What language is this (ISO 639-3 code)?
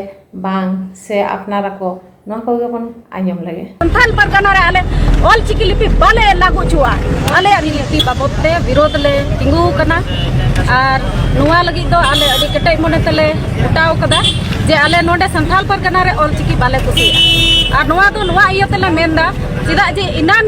sat